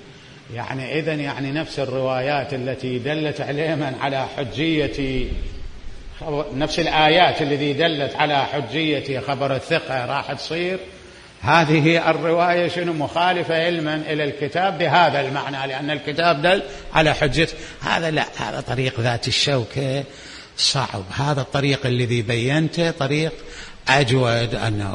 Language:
Mesopotamian Arabic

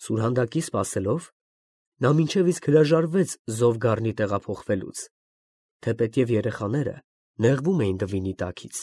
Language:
Armenian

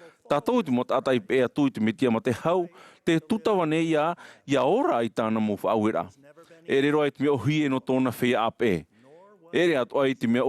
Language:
Tahitian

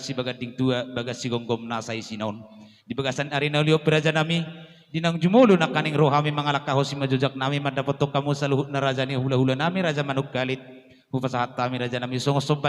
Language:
Batak Toba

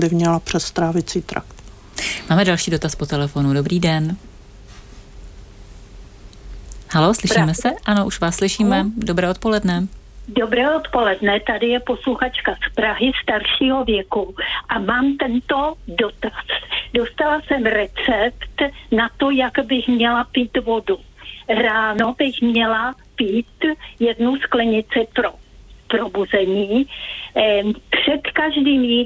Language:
Czech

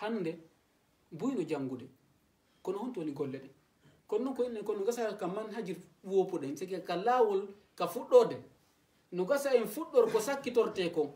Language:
Fula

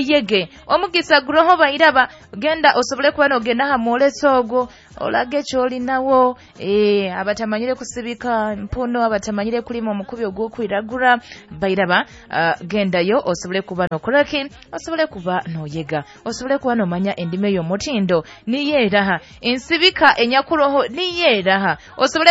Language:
Nyoro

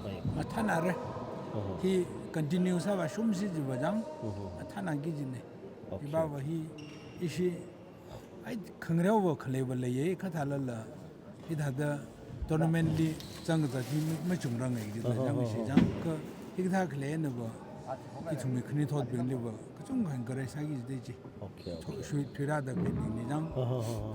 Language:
Tangkhul Naga (India)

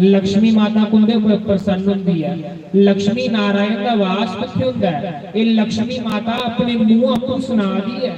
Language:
Dogri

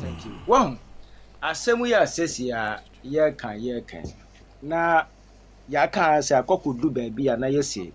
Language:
Akan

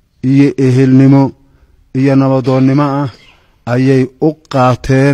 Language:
Somali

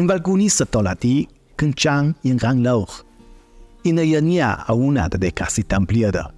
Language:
Ladin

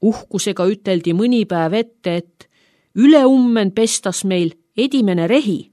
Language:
Estonian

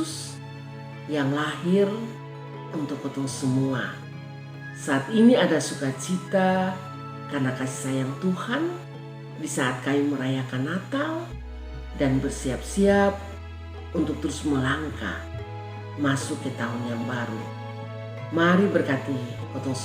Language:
Kupang Malay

